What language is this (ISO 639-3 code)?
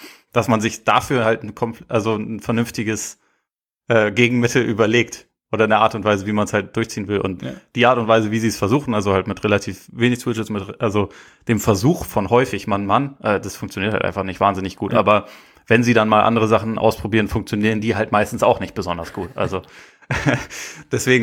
deu